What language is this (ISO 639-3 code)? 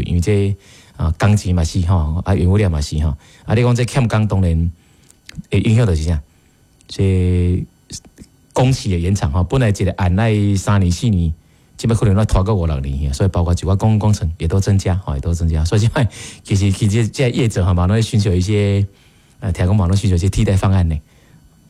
nan